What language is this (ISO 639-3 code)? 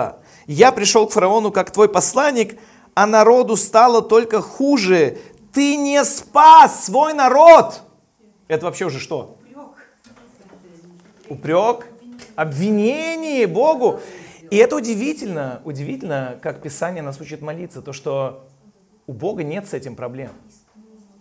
rus